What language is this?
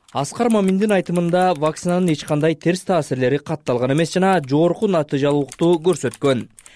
Kyrgyz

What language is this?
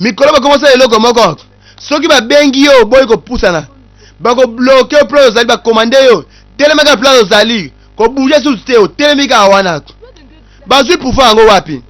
Lingala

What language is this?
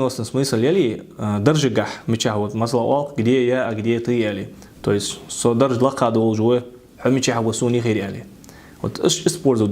Ingush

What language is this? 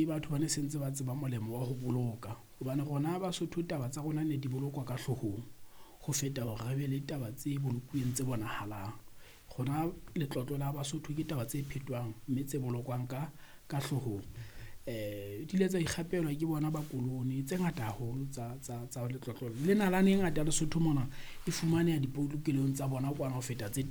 Southern Sotho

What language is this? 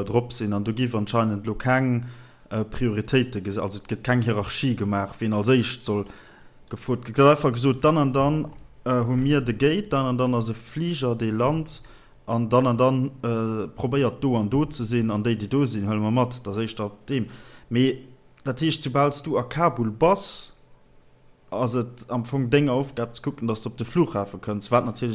Luxembourgish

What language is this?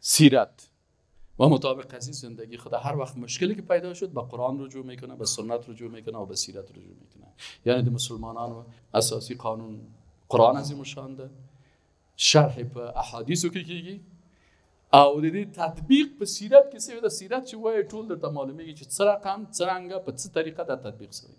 Persian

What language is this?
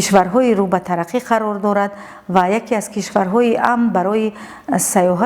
Tajik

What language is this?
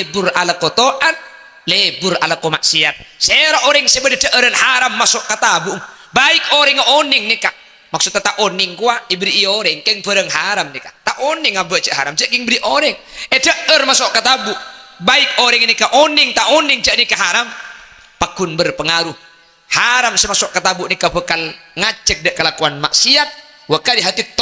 Madurese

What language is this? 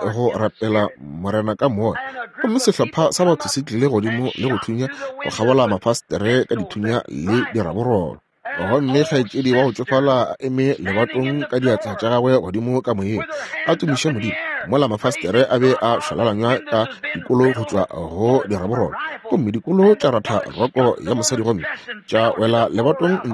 Northern Sotho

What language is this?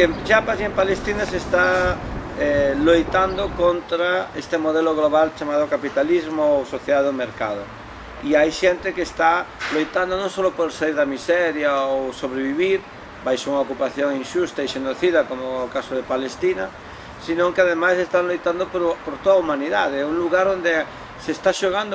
Galician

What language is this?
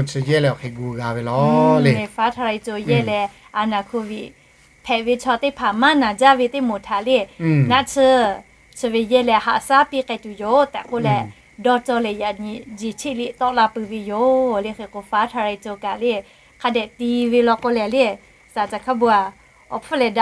Lahu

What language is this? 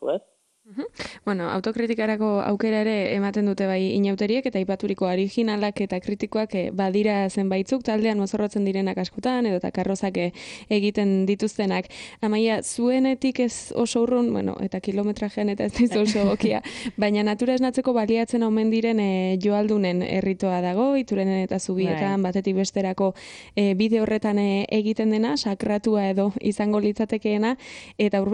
Basque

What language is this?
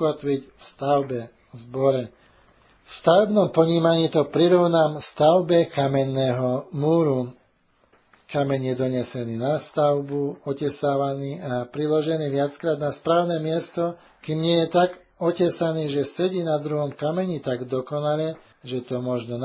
Slovak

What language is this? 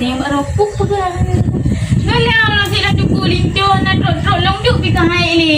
Achinese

